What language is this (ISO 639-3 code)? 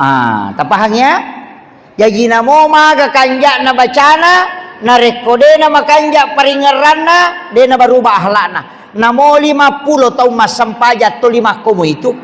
bug